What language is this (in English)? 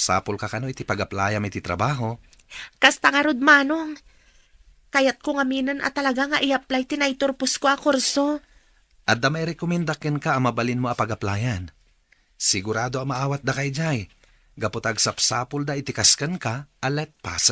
Iloko